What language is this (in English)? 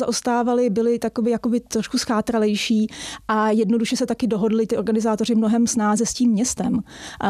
Czech